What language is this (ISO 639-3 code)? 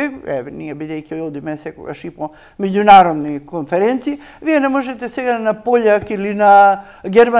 mkd